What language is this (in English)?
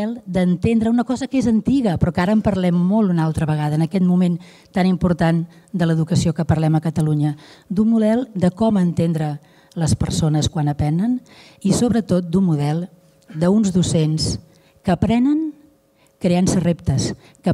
Catalan